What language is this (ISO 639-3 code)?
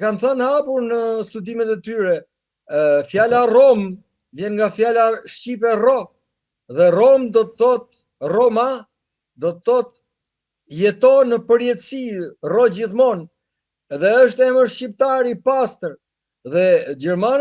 sqi